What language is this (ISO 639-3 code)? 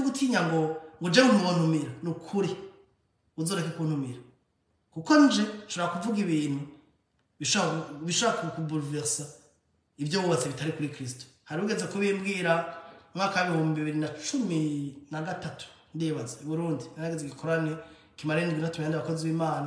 run